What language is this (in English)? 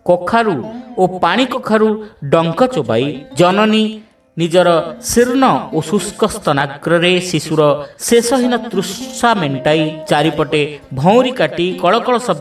Odia